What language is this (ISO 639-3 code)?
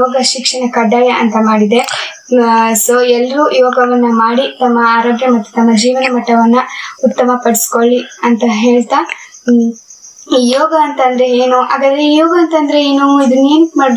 kan